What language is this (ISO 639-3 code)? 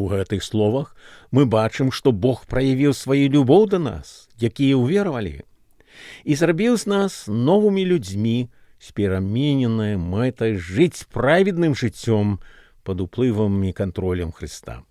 bel